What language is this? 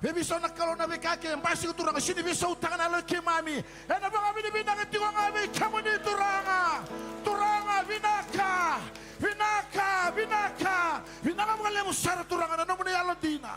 Fijian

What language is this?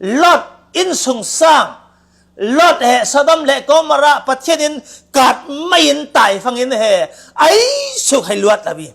Falam Chin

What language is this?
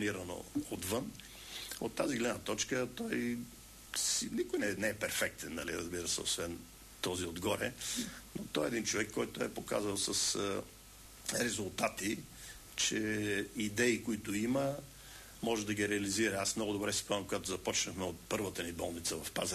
Bulgarian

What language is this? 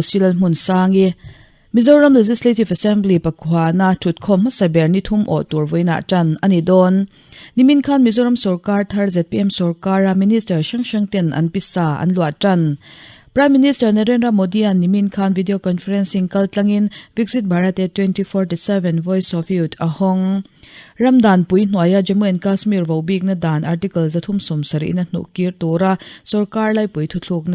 Mizo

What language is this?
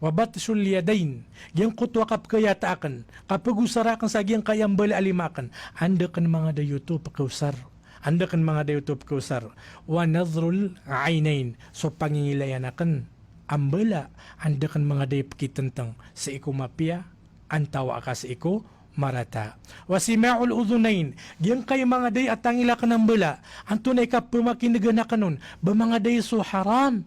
Maranao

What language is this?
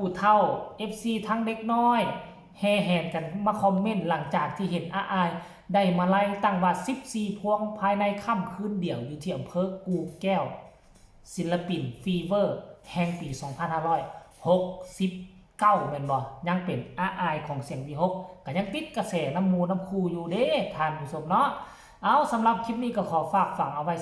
Northeastern Thai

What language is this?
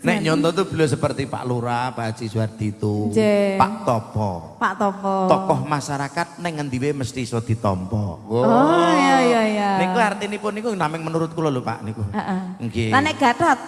Javanese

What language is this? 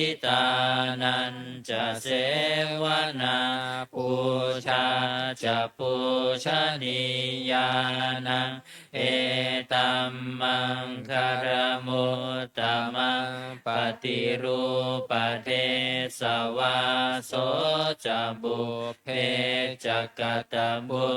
Pali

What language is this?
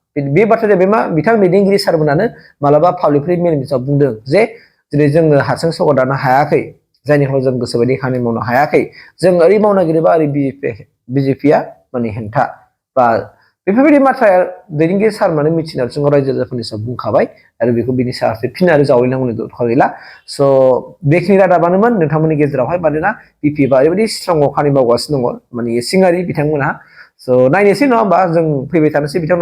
Bodo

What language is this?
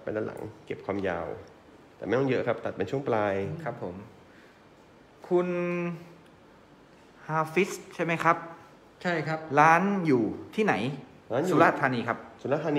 Thai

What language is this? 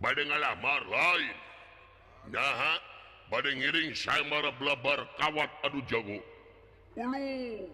Sundanese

